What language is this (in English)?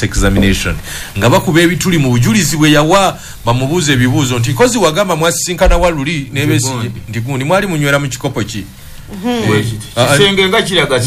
Ganda